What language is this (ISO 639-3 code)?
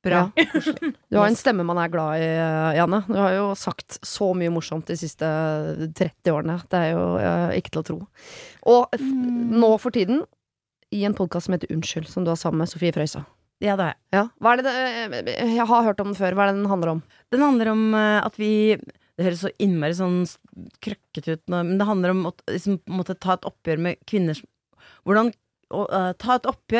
nor